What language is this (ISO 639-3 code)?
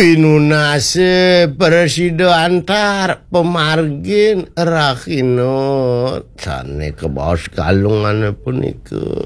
ban